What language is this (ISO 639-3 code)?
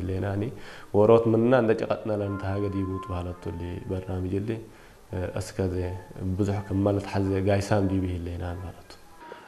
tig